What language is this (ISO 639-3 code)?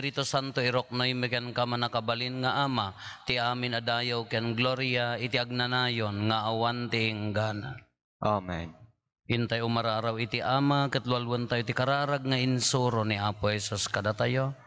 ilo